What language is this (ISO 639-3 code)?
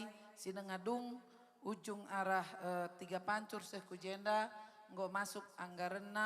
btx